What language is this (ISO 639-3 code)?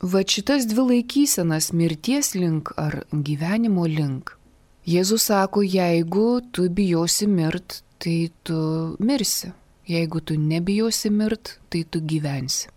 lit